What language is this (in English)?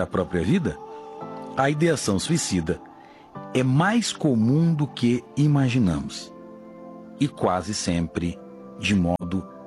Portuguese